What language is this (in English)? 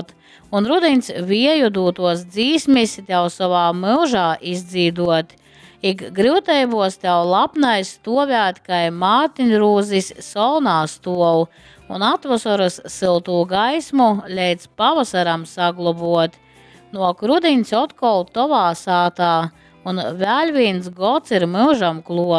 Latgalian